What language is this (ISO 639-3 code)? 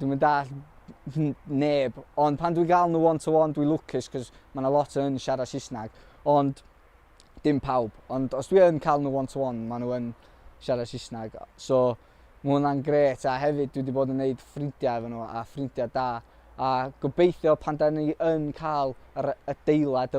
cym